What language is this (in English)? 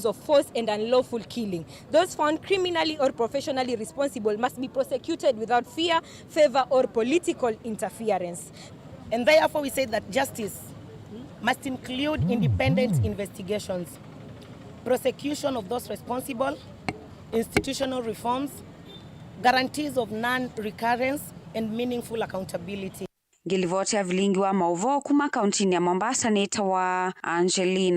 Kamba